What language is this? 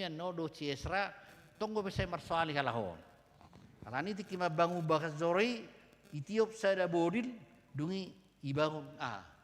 Batak Toba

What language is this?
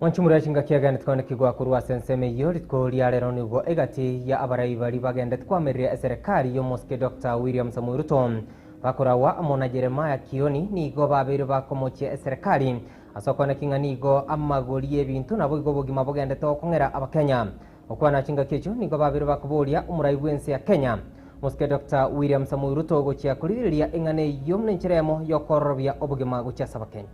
Gusii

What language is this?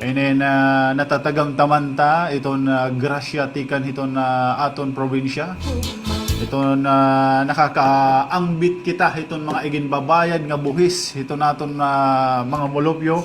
Waray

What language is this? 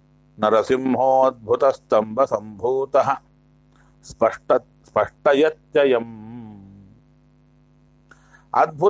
Kannada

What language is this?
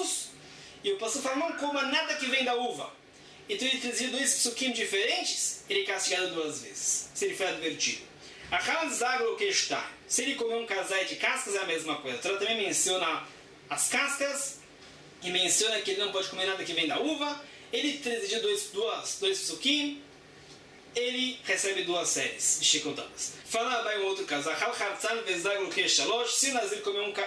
Portuguese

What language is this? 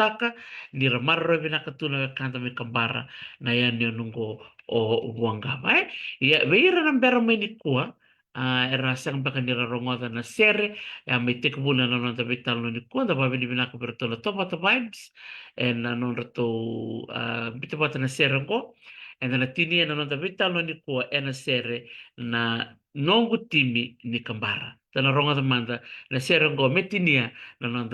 Fijian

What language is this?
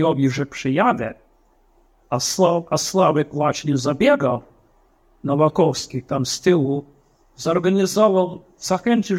Polish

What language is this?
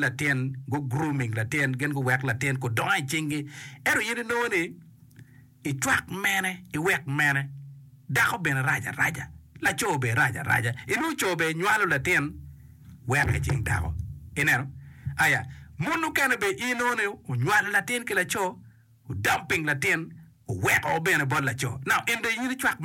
Acoli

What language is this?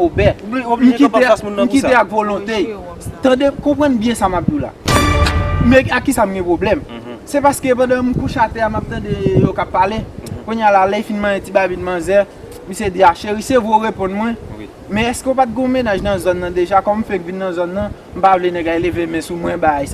Haitian Creole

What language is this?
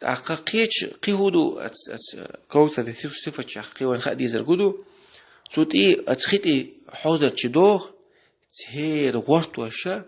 Chechen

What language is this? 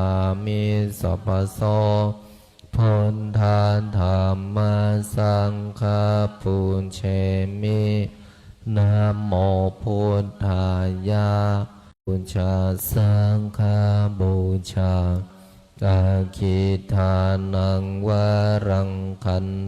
Pali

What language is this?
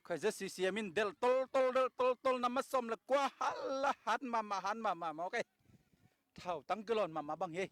Tedim Chin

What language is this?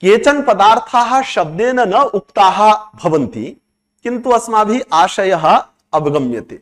Sanskrit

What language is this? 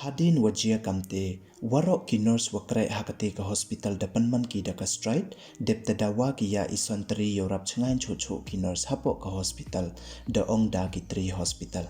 Pnar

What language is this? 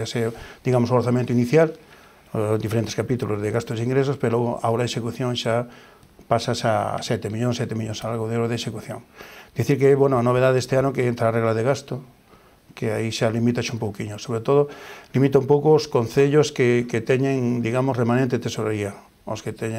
Galician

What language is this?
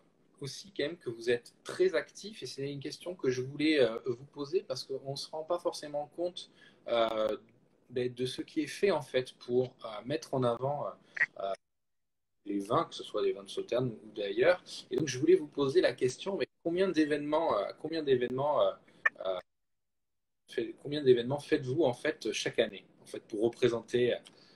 French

